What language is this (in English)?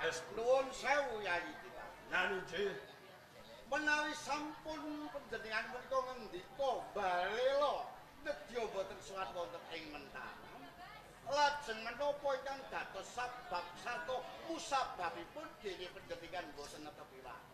Javanese